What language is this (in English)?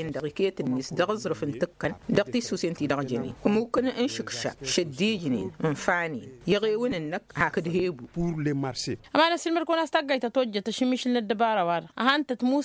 Tamasheq